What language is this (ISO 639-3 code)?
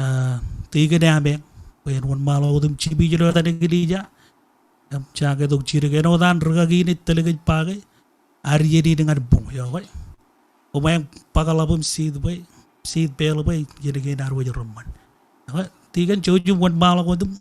mah